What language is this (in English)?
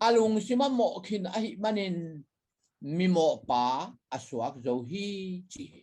Tedim Chin